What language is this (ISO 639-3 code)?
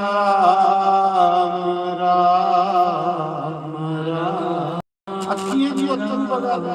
doi